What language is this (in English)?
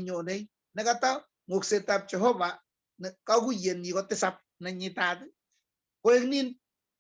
Kalenjin